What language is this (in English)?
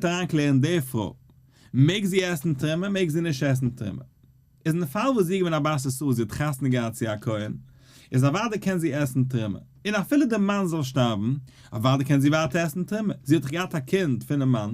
Yiddish